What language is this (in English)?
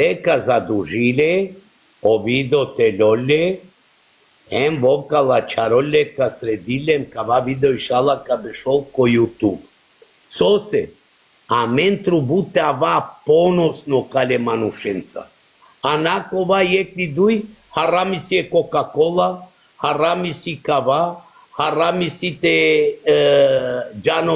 Balkan Romani